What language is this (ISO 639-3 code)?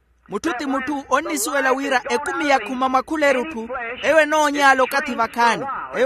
vmw